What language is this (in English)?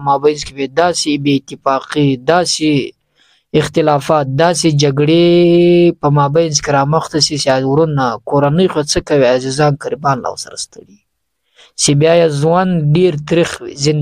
Pashto